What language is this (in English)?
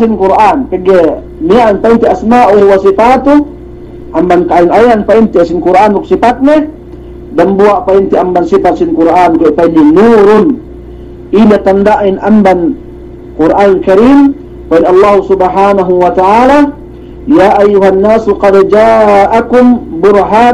Yakan